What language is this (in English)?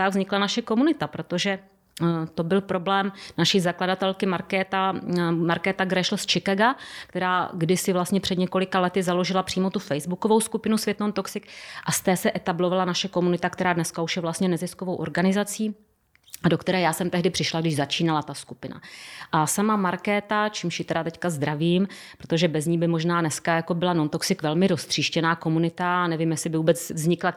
Czech